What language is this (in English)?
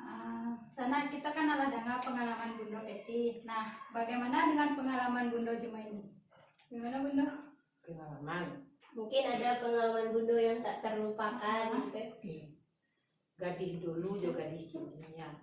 Minangkabau